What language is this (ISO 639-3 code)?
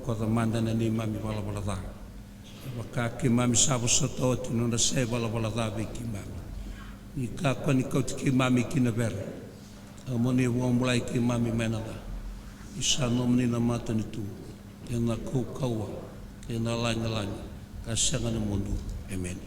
fij